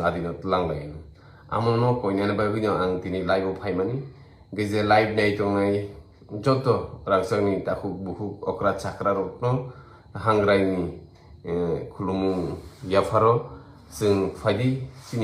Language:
Kok Borok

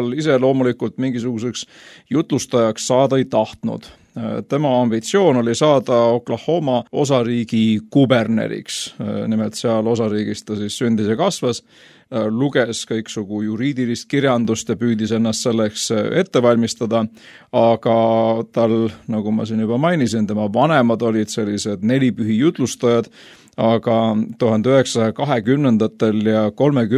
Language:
Estonian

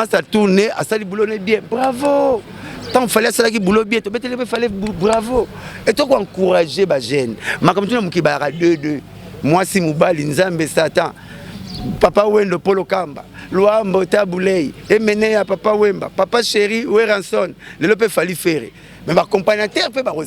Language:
Lingala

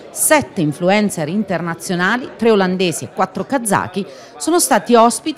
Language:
Italian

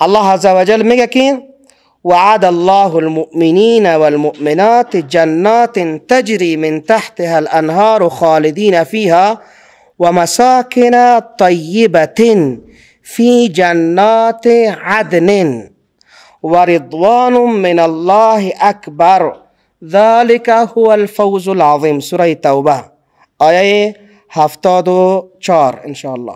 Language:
Persian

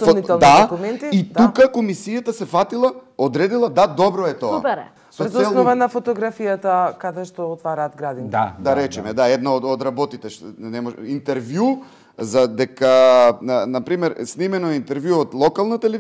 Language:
Macedonian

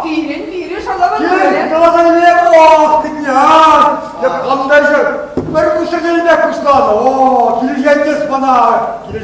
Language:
Chuvash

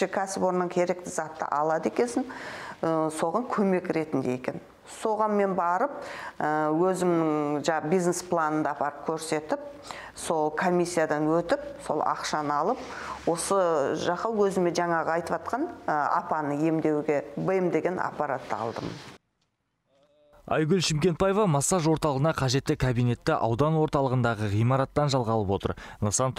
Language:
Kazakh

